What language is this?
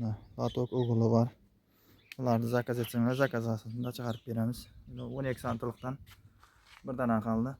Uzbek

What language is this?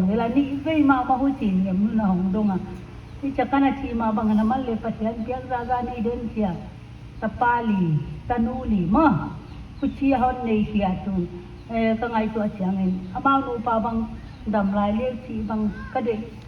Paite Chin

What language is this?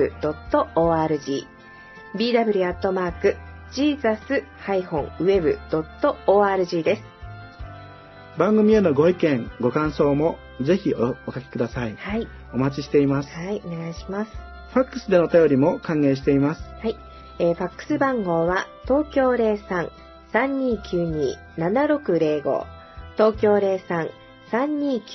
Japanese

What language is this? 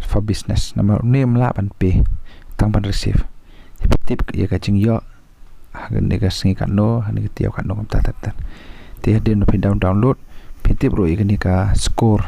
Khasi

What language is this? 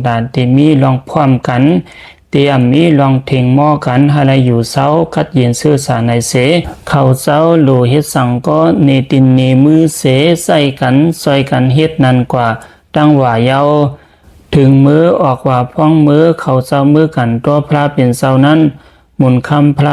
Shan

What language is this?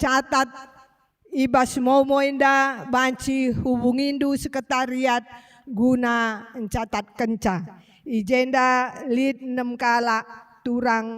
Batak Karo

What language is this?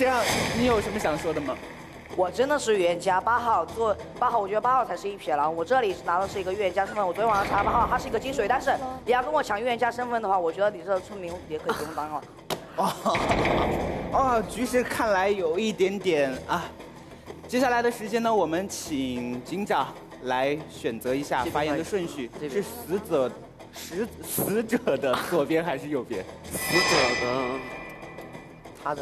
Chinese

